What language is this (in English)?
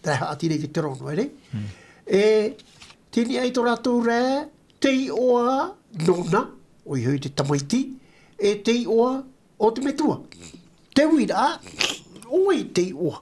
Tahitian